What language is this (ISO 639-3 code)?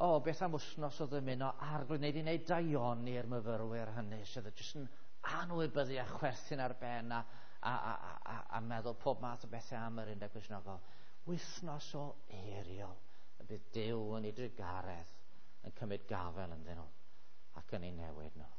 cym